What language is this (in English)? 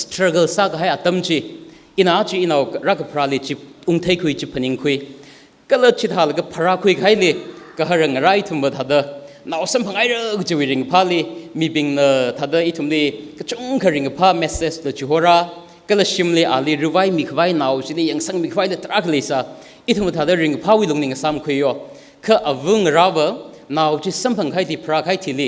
Tangkhul Naga (India)